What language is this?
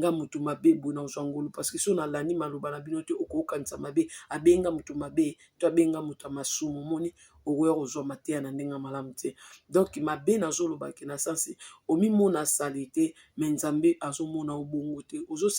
Lingala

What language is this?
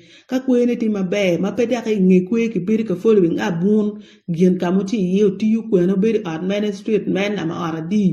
Acoli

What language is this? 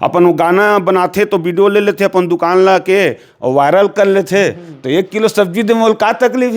Chhattisgarhi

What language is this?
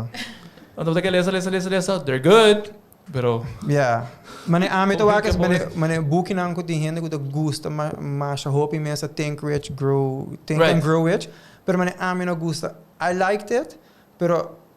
Papiamento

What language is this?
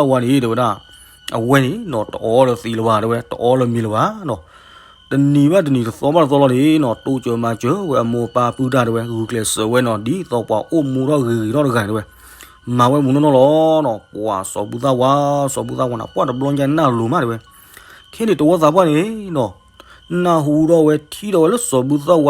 S'gaw Karen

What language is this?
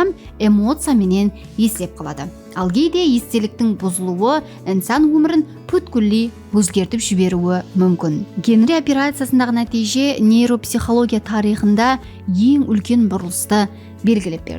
Kara-Kalpak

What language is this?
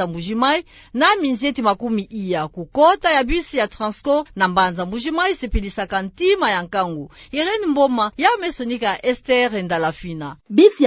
Kituba (Democratic Republic of Congo)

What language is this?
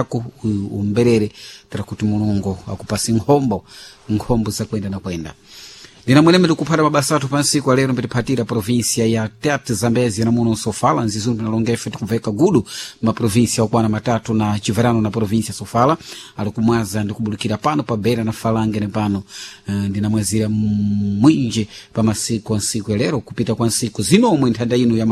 Sena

